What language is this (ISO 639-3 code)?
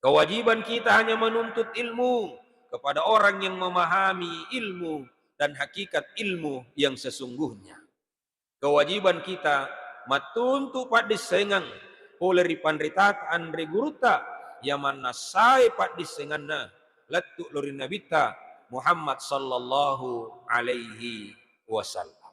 bug